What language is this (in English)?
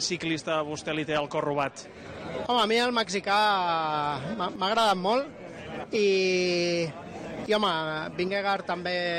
Catalan